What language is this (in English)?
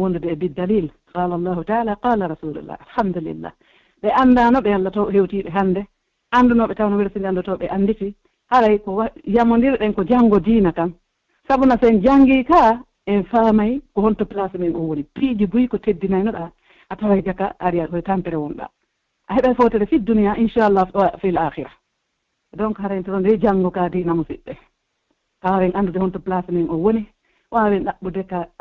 Pular